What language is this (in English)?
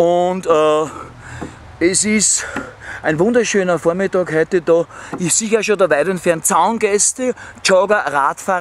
Bavarian